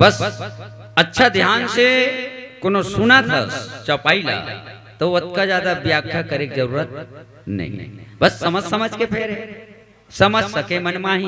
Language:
Chhattisgarhi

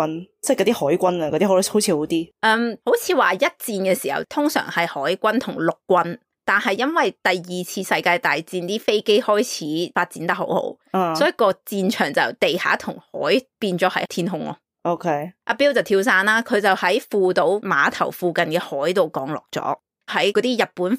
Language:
Cantonese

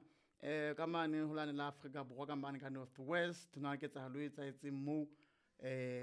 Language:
Southern Sotho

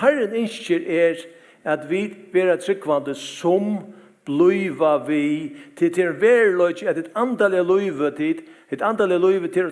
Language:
Faroese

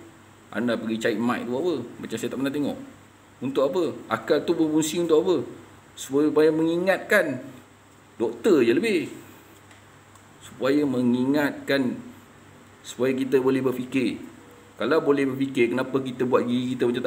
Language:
Malay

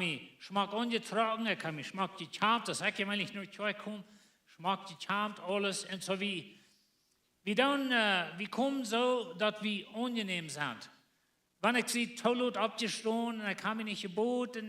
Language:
Plautdietsch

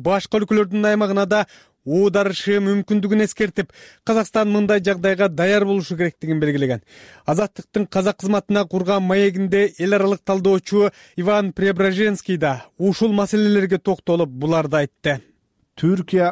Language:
Kyrgyz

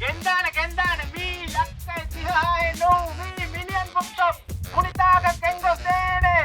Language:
Divehi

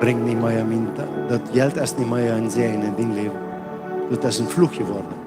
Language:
Plautdietsch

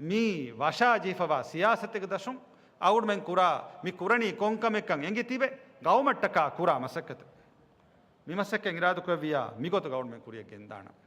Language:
Divehi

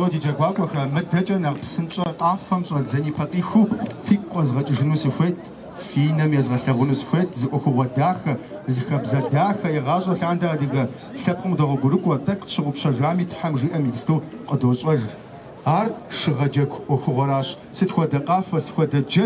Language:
Kabardian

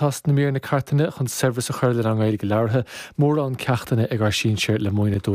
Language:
Irish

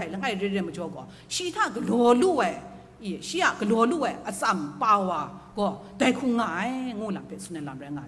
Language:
Kachin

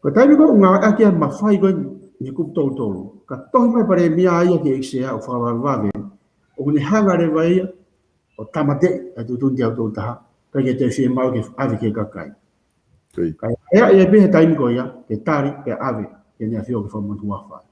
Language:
Tongan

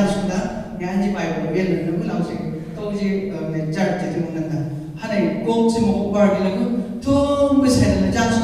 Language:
Chang Naga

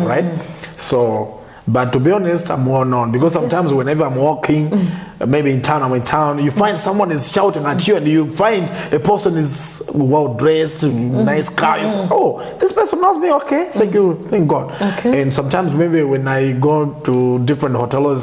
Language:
Nyanja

